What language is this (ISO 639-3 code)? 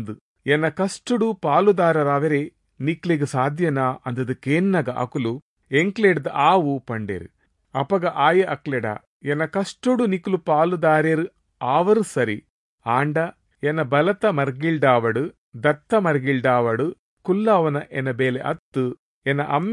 tcy